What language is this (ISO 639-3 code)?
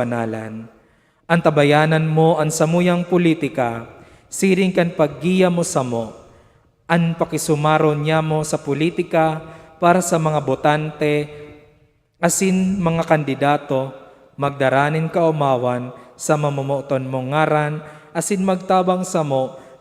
bik